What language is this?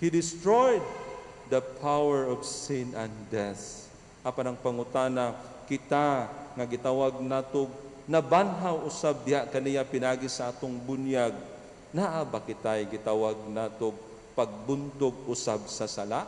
Cebuano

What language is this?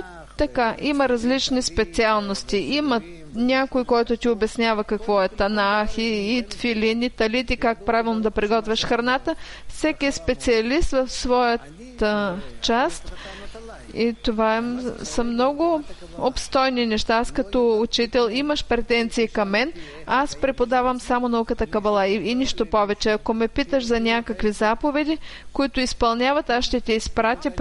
Bulgarian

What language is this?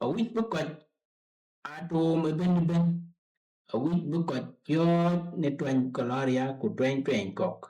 Dinka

